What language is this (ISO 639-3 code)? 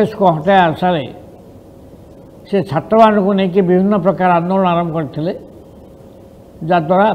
ori